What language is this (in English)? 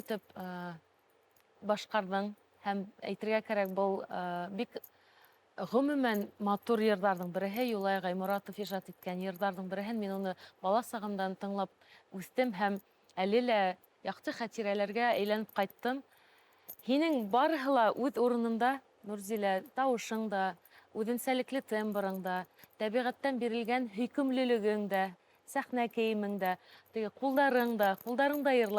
Bashkir